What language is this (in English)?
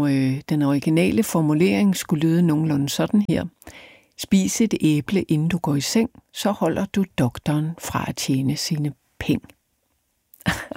Danish